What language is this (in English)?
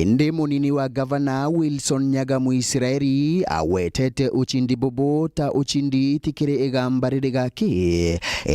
Meru